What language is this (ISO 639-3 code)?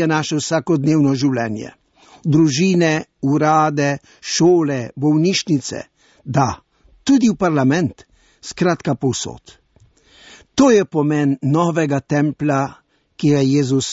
slv